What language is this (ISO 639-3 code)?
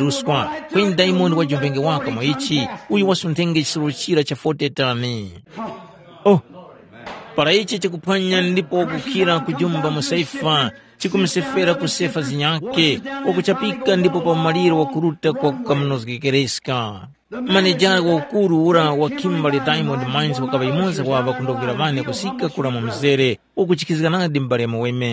tum